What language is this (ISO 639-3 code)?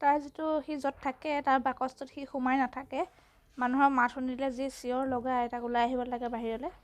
asm